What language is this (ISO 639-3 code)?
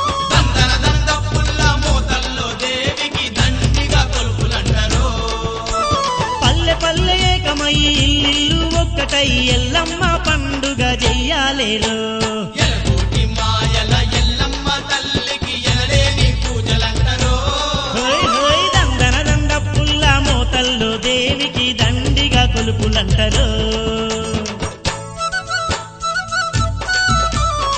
tel